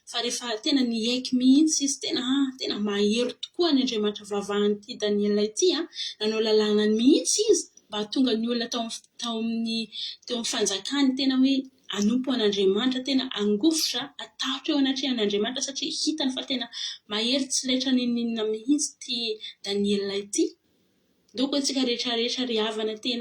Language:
Malagasy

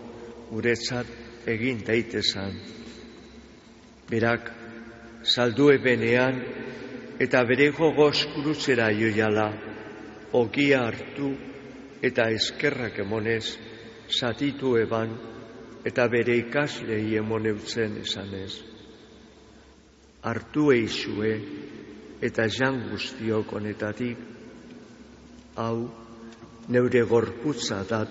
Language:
Basque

